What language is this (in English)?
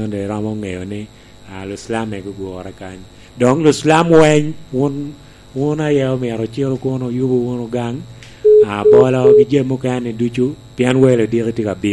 Lango (Uganda)